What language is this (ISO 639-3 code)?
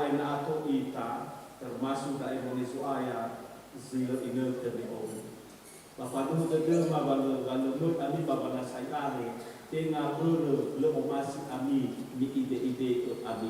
nia